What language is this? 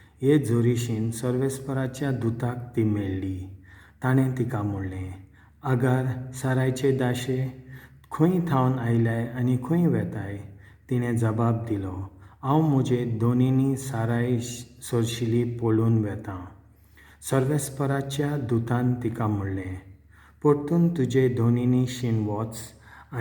Konkani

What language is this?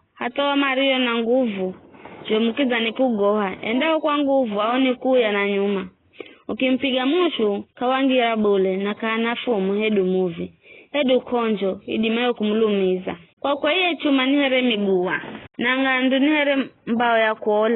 Giryama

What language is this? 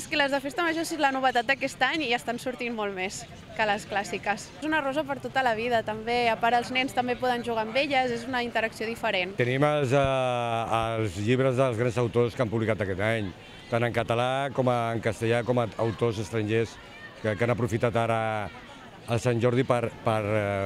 Catalan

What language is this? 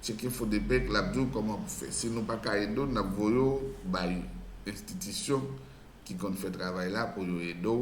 Haitian Creole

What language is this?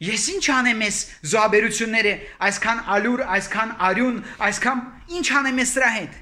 Armenian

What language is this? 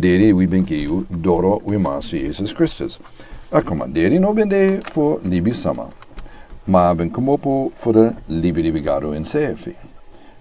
Sranan Tongo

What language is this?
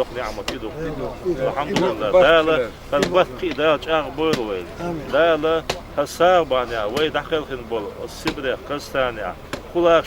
Chechen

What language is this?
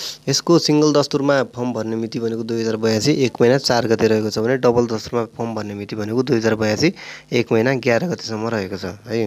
Nepali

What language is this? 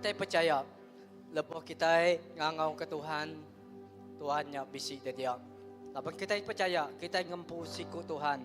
Iban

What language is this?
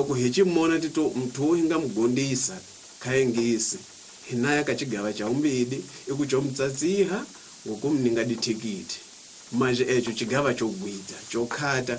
Tsonga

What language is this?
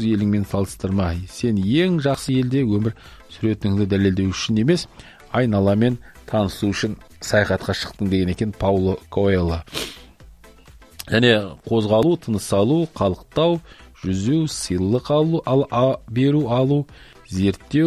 Kazakh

